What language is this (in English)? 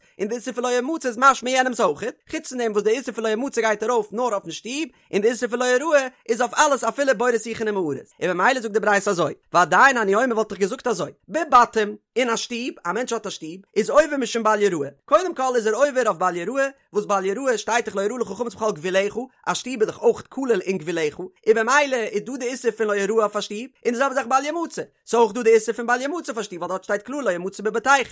Yiddish